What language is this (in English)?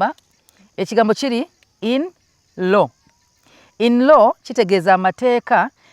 Ganda